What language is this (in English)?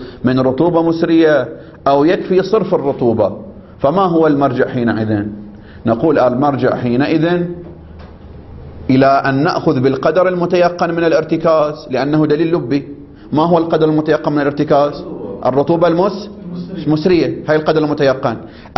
Arabic